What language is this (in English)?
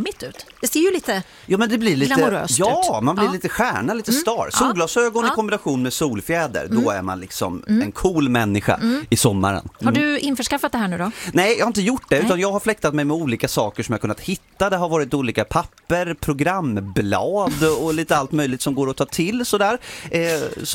Swedish